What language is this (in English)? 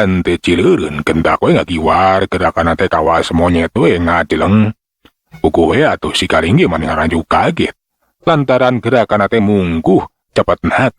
Sundanese